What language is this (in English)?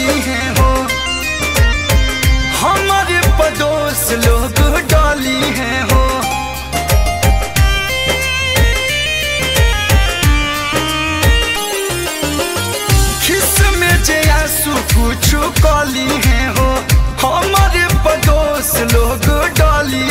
Bhojpuri